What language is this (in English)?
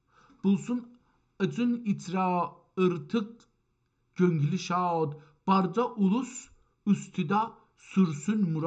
South Azerbaijani